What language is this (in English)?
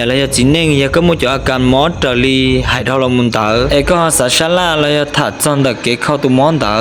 Hmong